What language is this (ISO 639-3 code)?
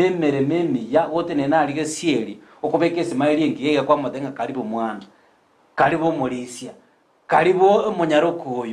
guz